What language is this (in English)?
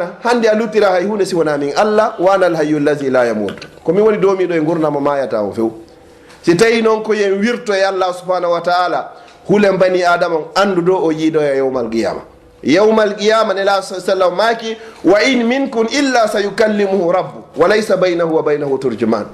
Fula